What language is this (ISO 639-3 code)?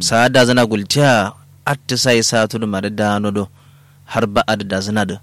kau